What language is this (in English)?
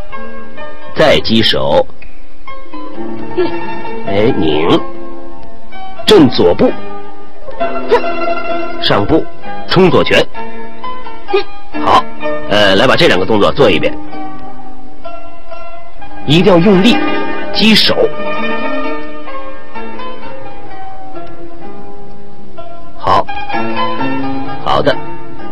Chinese